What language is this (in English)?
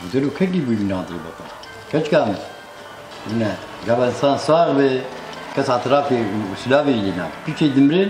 Kurdish